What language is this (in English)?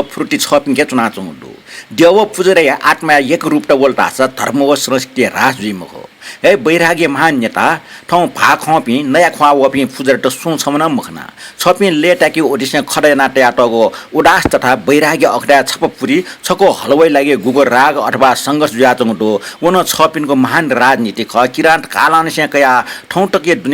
Newari